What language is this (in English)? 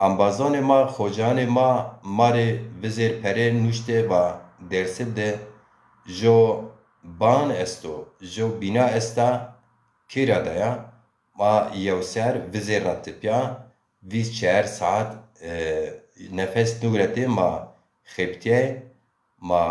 Zaza